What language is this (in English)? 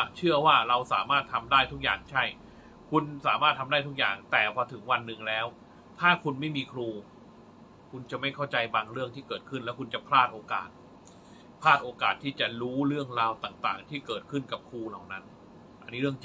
Thai